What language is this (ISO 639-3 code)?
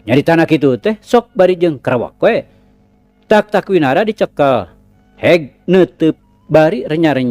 sun